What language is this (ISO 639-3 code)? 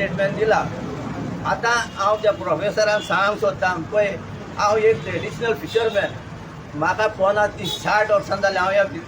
kok